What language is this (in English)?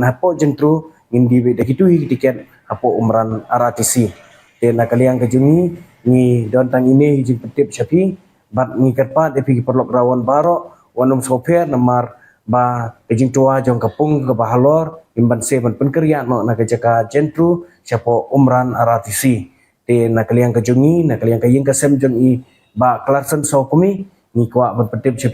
Khasi